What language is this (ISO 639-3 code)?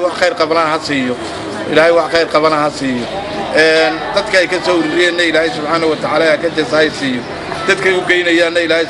som